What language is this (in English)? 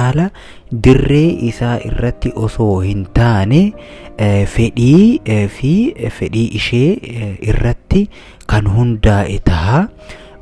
Oromo